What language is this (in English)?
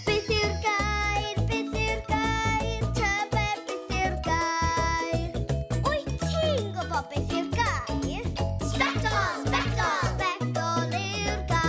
Welsh